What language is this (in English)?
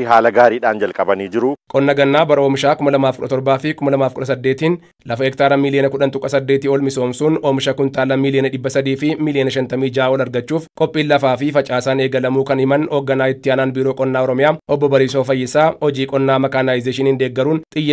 Oromo